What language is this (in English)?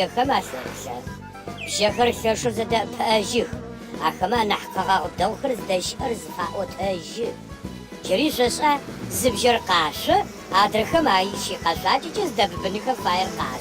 Adyghe